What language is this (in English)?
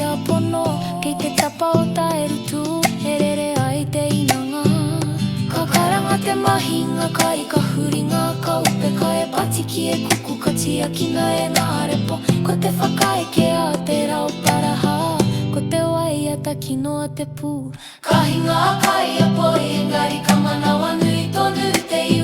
Māori